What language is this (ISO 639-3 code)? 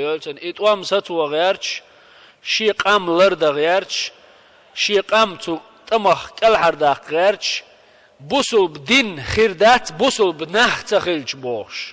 che